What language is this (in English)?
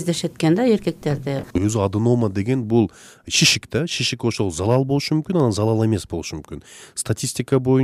Kyrgyz